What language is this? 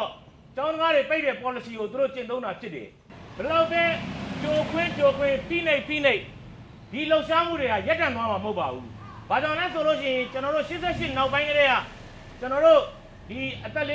Burmese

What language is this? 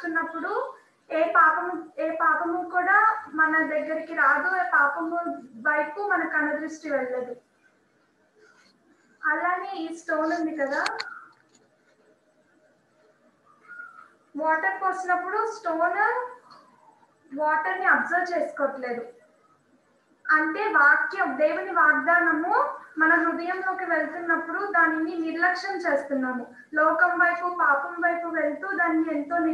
Telugu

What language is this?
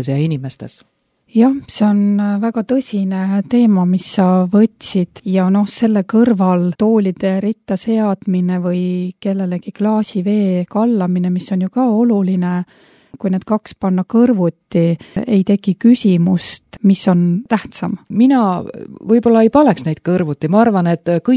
Estonian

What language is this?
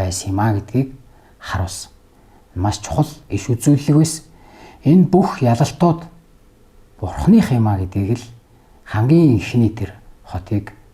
Mongolian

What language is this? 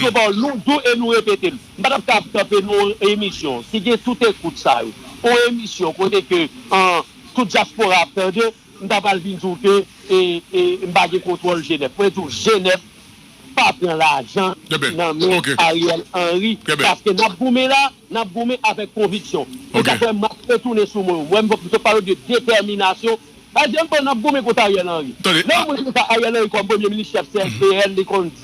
Haitian Creole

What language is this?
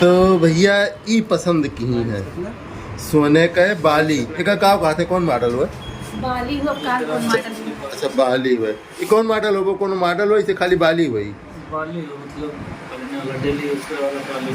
Awadhi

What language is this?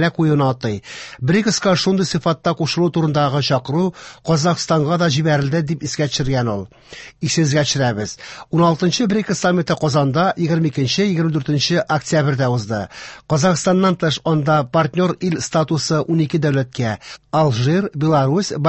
Tatar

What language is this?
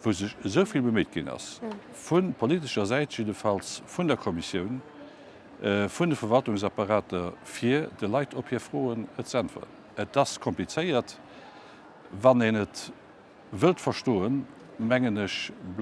Luxembourgish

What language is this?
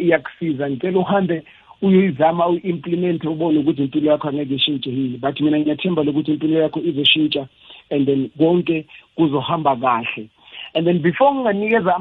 South Ndebele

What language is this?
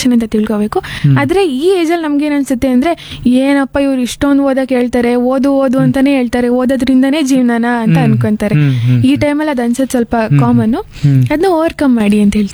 Kannada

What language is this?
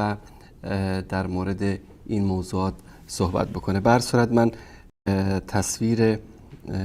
Persian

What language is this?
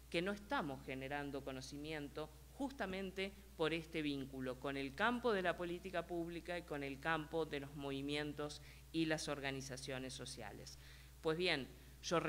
Spanish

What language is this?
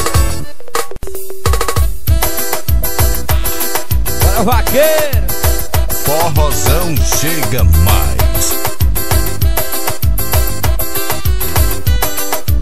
Portuguese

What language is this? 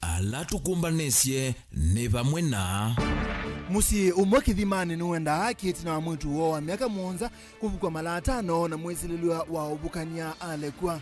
Kamba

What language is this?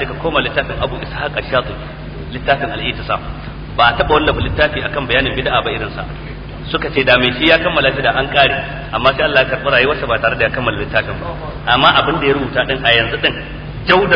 Hausa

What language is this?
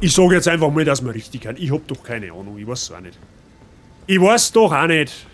Bavarian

